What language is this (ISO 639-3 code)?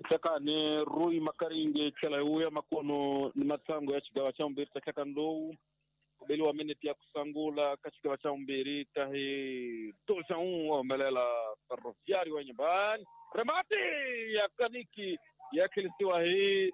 tso